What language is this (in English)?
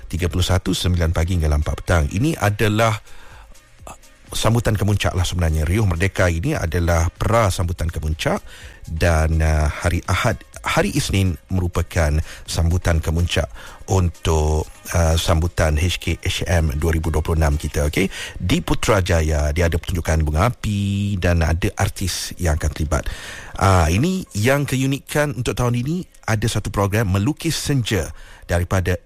Malay